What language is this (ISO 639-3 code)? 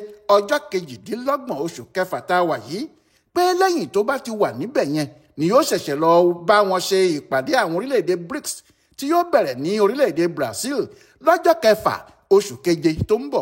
yor